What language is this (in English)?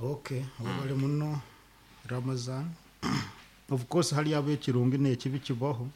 Nyoro